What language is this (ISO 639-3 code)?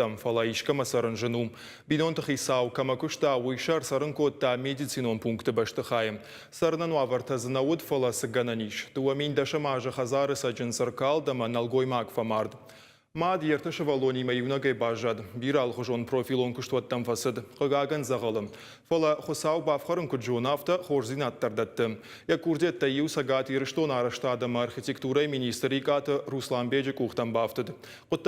oss